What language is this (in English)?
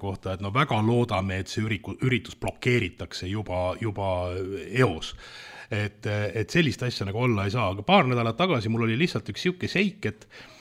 Estonian